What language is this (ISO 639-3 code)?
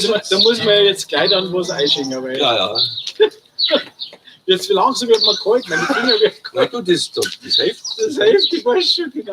bar